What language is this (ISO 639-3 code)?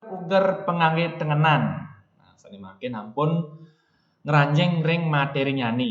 ban